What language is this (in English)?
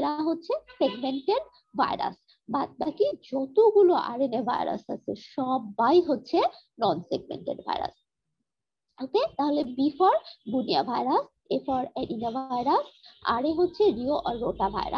Bangla